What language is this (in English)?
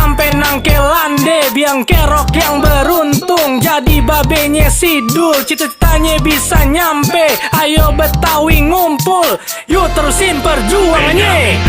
Betawi